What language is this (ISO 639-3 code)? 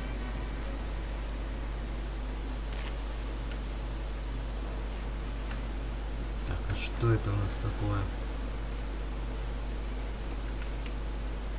rus